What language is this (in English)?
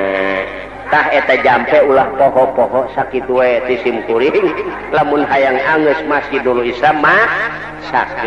Sundanese